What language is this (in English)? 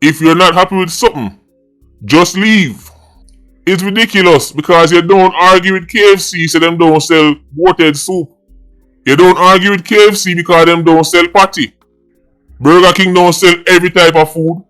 Jamaican Creole English